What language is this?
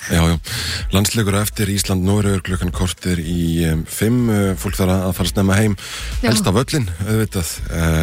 Icelandic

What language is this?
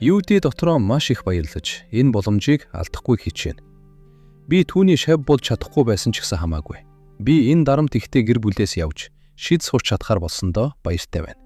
Mongolian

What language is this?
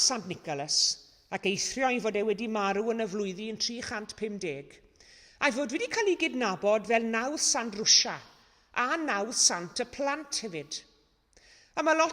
Welsh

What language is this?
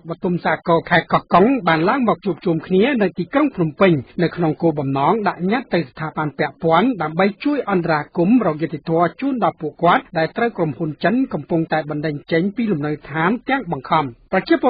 Khmer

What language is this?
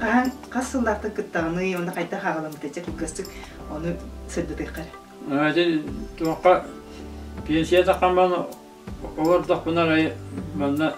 Yakut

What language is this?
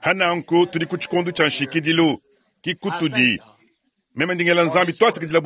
Luba-Lulua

